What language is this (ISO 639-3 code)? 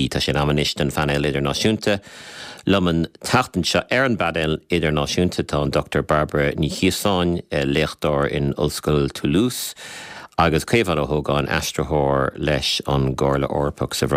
gle